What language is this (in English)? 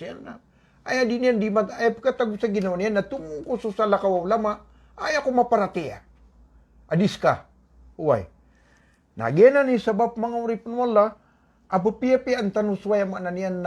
Maranao